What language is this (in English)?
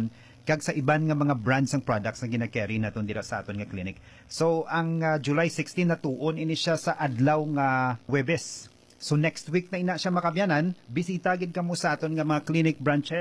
Hiligaynon